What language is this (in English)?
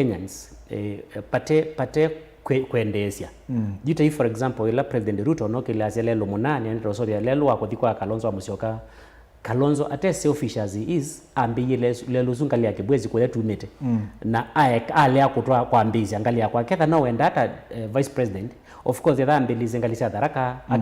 Kamba